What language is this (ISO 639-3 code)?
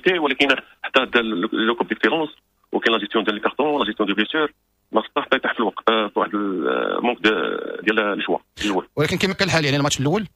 ary